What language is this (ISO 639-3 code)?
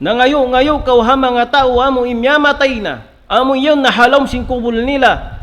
tsg